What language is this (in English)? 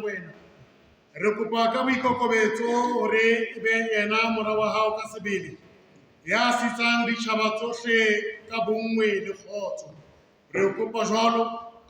Southern Sotho